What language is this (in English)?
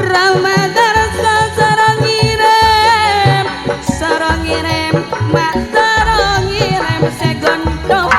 Madurese